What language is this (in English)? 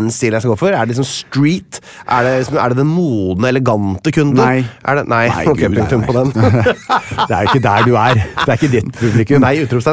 Norwegian